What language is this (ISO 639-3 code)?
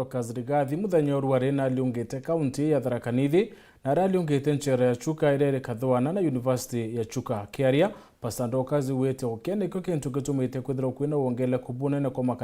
mer